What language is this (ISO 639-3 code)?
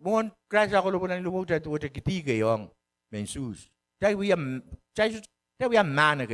pon